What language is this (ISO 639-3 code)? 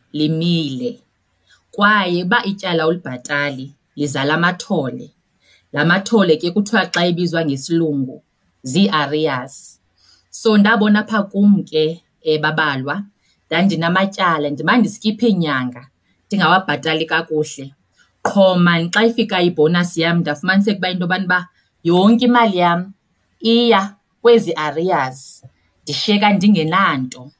xho